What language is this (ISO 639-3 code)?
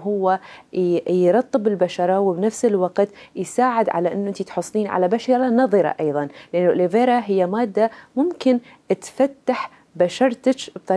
acm